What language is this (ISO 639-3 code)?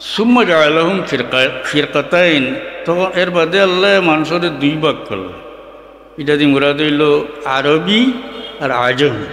syl